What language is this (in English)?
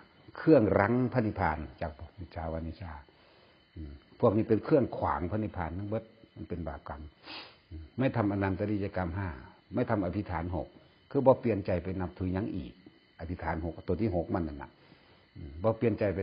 Northeastern Thai